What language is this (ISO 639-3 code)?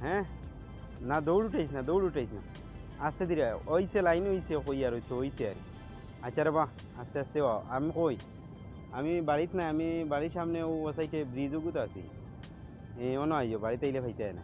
syl